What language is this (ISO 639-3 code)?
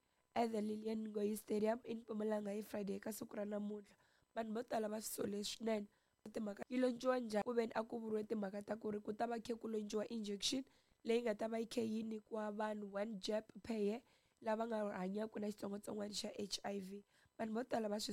tso